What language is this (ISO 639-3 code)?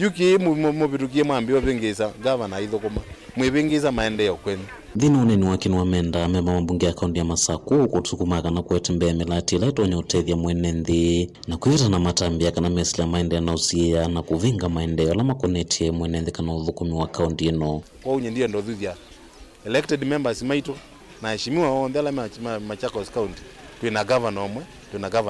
kam